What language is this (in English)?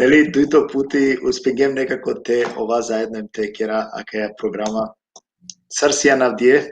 Balkan Romani